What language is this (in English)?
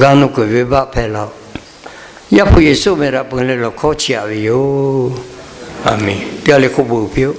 Lahu